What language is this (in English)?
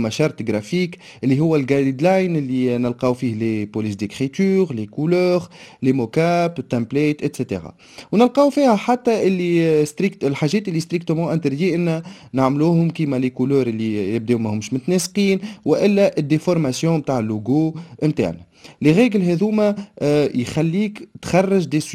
Tunisian Arabic